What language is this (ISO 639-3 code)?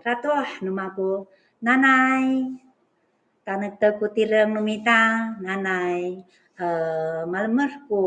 ami